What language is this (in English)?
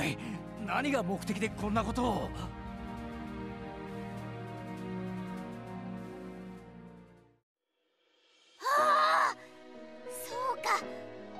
Japanese